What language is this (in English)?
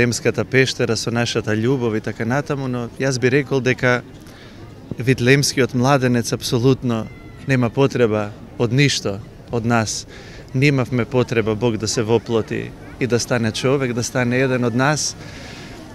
Macedonian